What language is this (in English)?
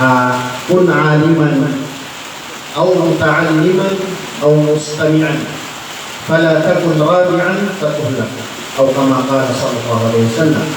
Maranao